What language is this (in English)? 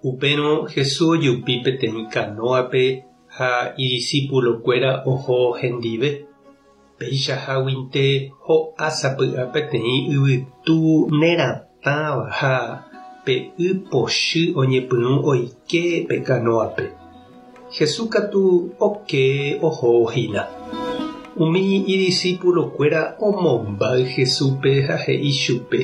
Guarani